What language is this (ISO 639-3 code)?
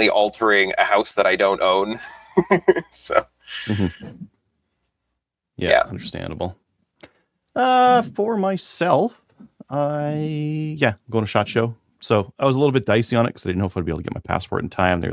eng